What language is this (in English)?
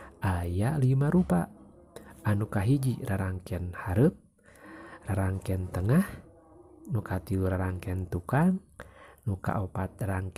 Sundanese